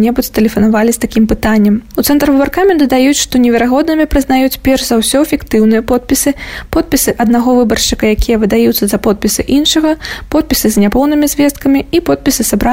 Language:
Belarusian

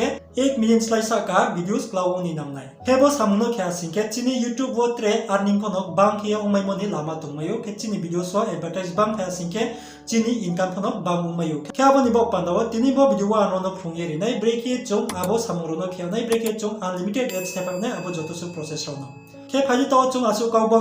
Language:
Riang (India)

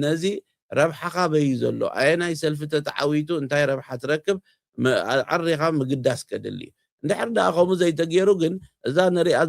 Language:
Tigrinya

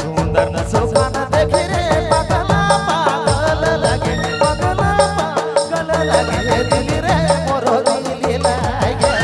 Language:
Sadri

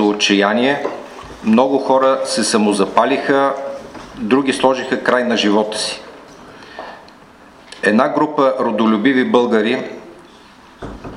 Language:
Bulgarian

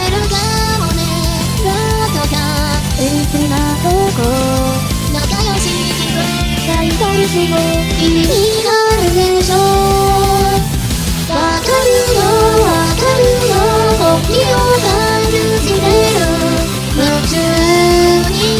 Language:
Japanese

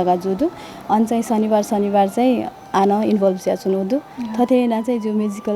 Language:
Newari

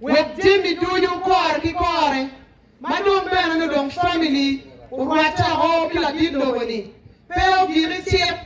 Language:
Acoli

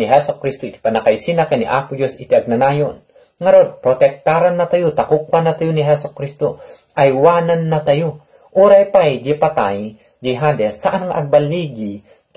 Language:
Iloko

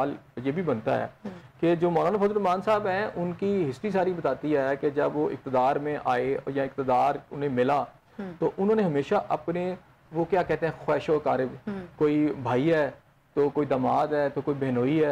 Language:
Urdu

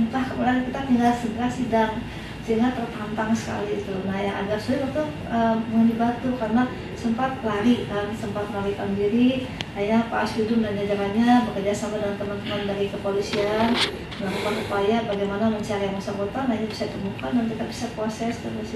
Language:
Indonesian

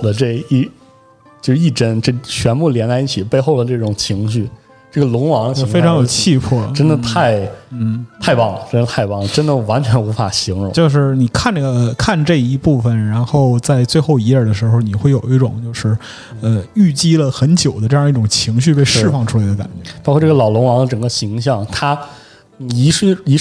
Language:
Chinese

